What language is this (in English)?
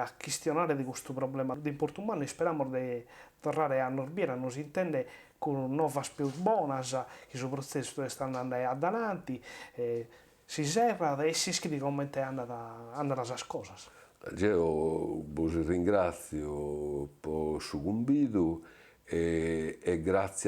Sardinian